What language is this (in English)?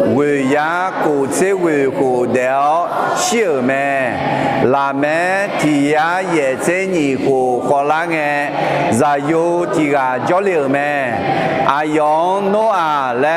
Akha